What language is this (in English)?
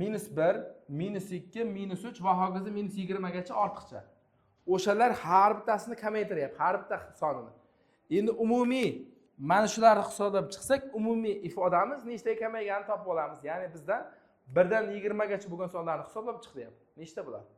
Uzbek